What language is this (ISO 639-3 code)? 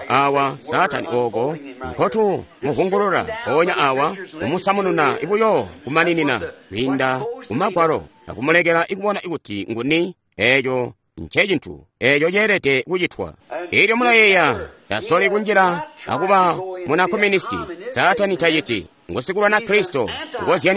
toi